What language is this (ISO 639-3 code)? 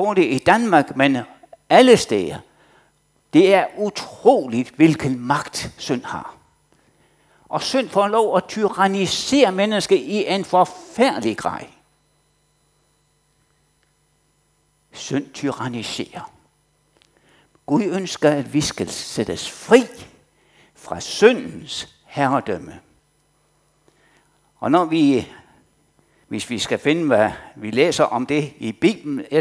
dan